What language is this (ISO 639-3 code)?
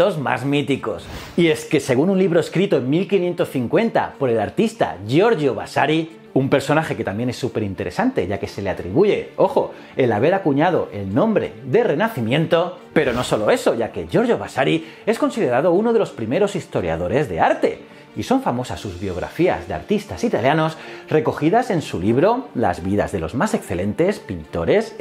spa